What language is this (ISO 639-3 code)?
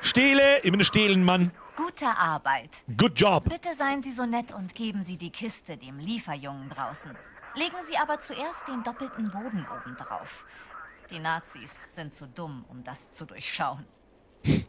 bar